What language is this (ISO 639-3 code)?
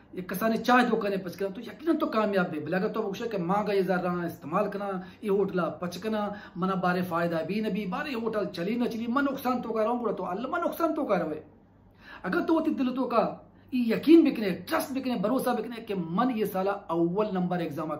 bal